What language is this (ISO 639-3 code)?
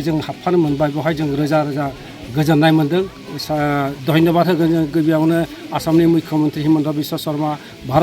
brx